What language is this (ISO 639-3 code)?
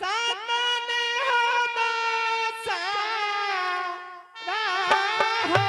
anp